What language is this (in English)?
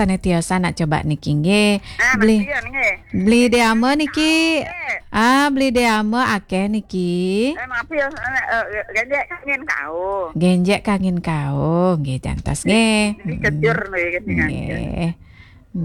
Balinese